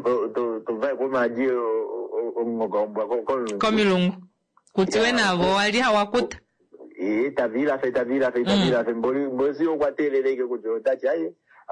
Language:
Kuanyama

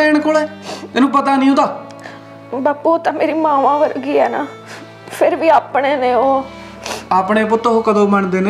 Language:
Punjabi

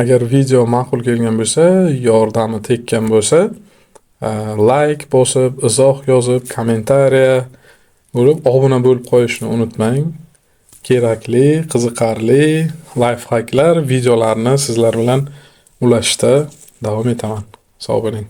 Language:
Uzbek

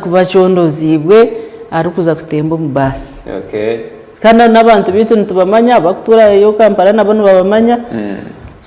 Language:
Nyankole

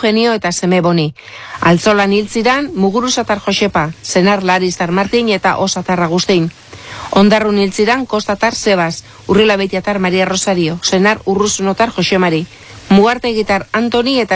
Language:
Basque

